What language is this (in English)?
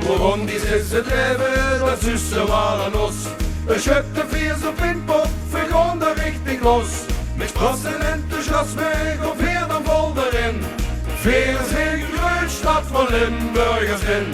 Limburgish